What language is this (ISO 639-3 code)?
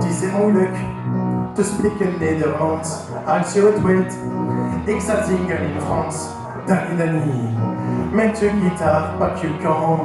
pcd